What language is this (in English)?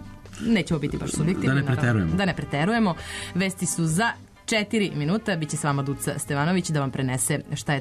Serbian